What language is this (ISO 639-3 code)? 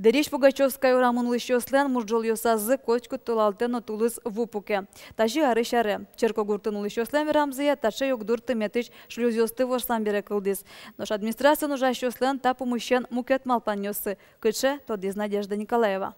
udm